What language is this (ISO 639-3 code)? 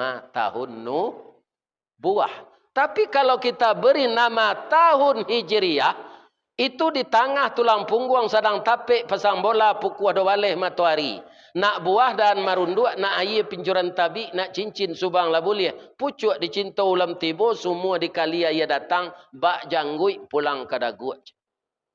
min